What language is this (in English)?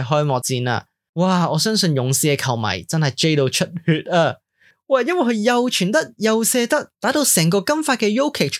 Cantonese